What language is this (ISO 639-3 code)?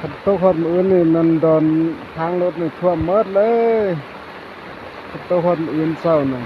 lao